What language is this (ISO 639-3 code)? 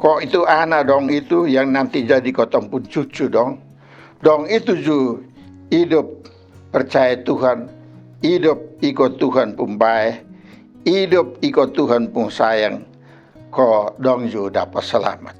mkn